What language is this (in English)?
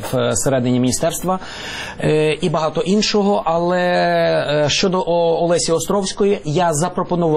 Ukrainian